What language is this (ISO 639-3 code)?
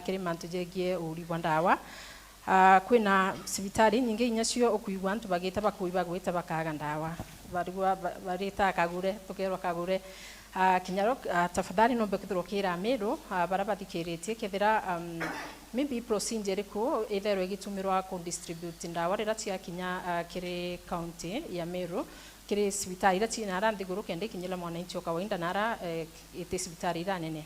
mer